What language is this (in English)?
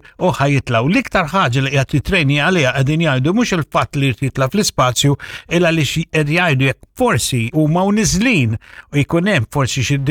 Maltese